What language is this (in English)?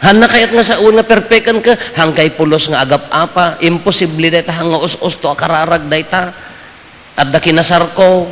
Iloko